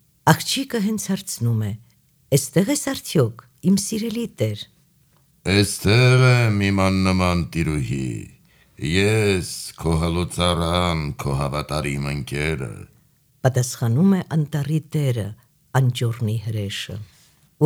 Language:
Armenian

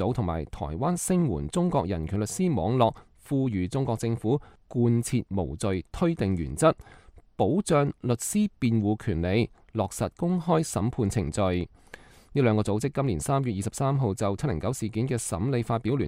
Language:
Cantonese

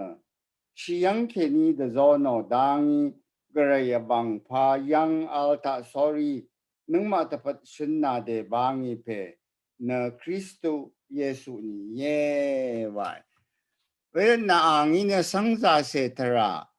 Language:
Rawang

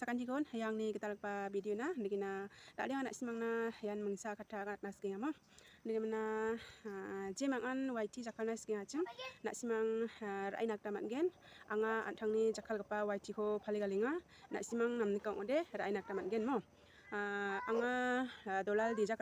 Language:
Garo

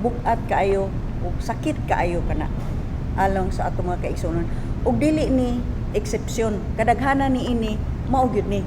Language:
Cebuano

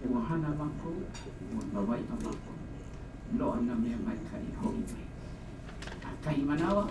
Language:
Hawaiian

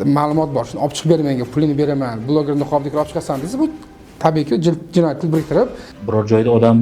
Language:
Uzbek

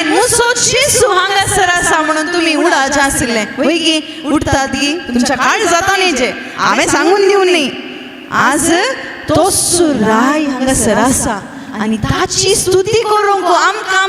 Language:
Konkani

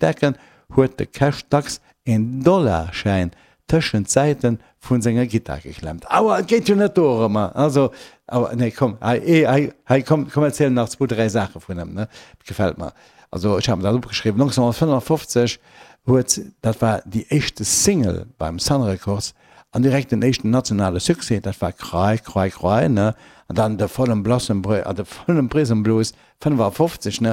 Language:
Luxembourgish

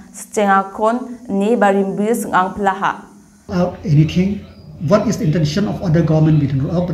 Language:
Garo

